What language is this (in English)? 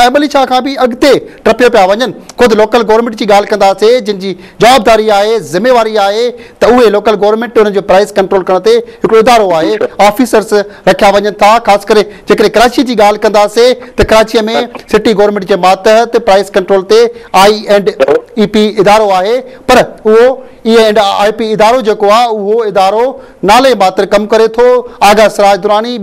Sindhi